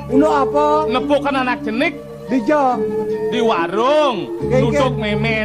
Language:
Balinese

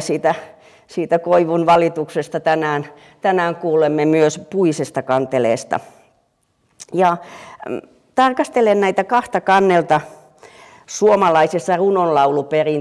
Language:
Finnish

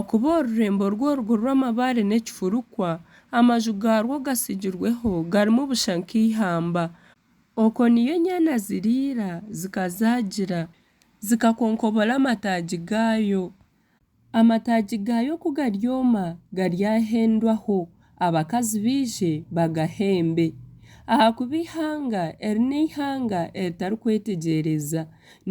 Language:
Nyankole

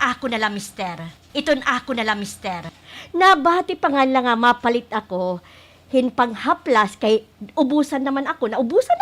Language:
Waray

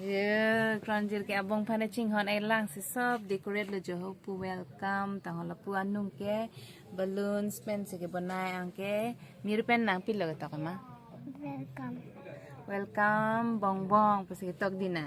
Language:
Karbi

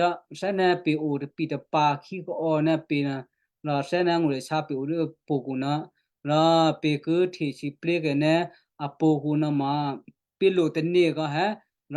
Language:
Western Kayah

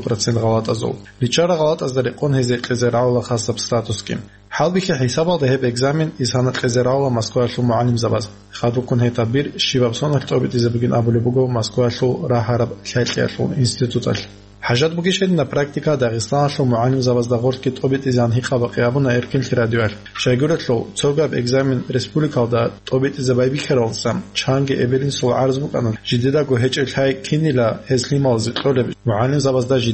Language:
Avaric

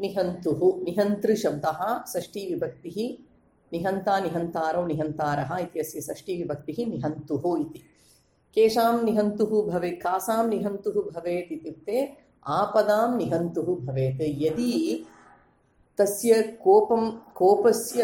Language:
Sanskrit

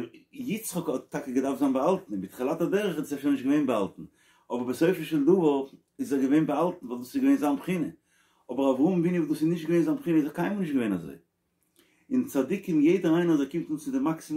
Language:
Yiddish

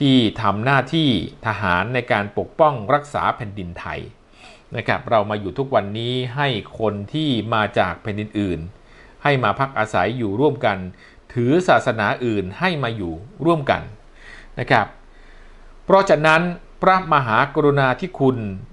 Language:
Thai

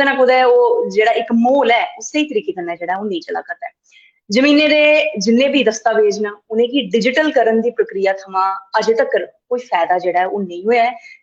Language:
Dogri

